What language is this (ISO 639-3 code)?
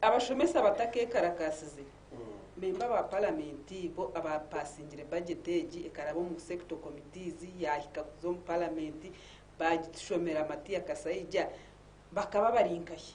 nyn